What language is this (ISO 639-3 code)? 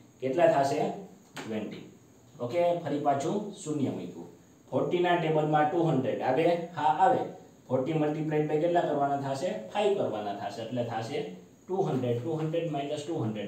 guj